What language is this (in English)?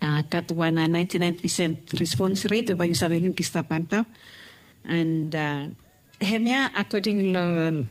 Bislama